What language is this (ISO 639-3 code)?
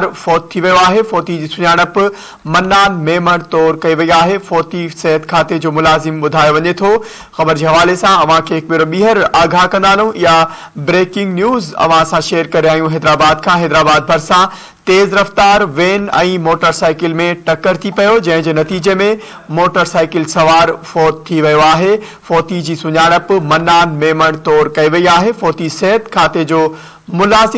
snd